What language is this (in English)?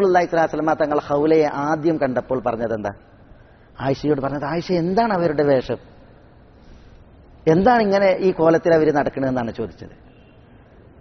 Malayalam